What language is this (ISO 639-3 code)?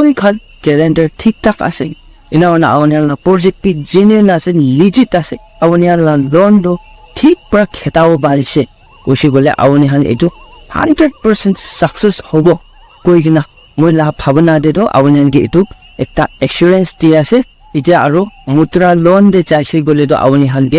nag